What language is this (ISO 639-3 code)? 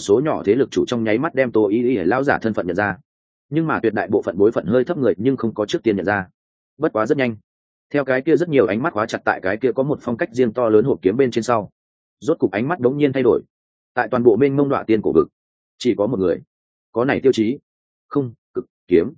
vie